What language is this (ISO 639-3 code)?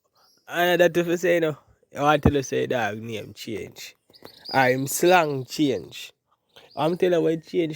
jam